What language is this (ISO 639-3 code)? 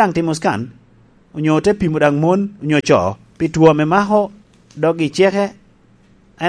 laj